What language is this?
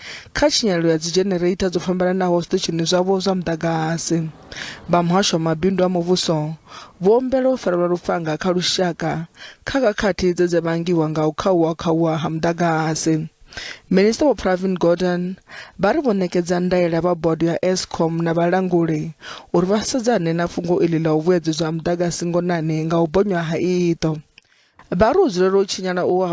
Venda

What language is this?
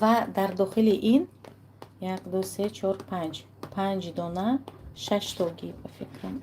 Tajik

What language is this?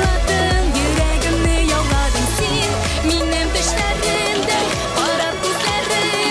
Tatar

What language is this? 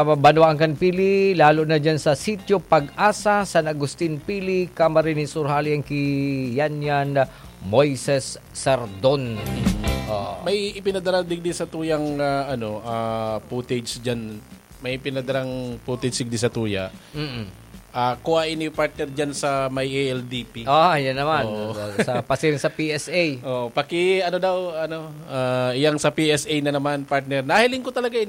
Bikol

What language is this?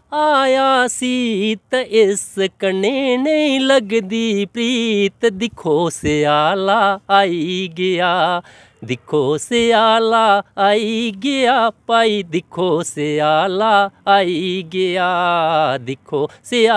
Dogri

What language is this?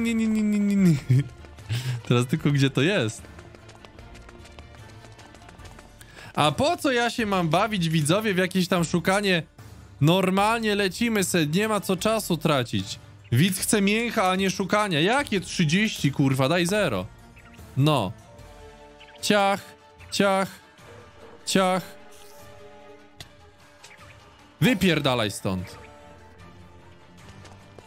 Polish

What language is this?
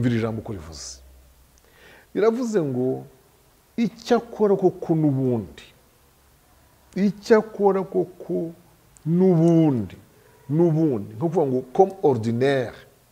Kinyarwanda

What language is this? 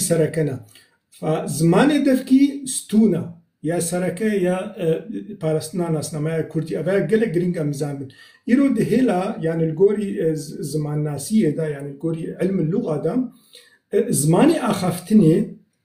Kurdish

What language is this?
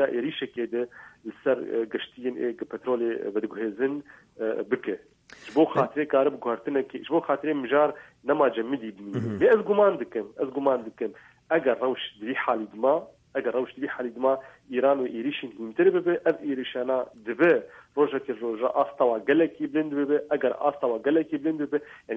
Kurdish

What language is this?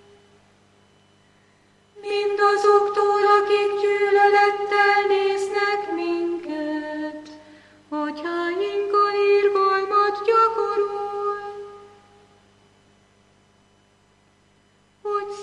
Hungarian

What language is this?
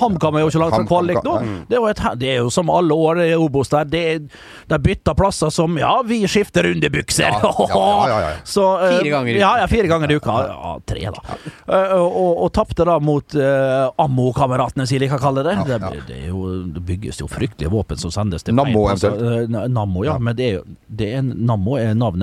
Norwegian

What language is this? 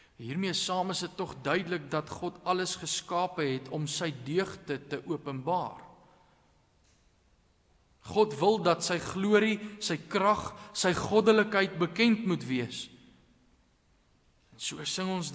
Afrikaans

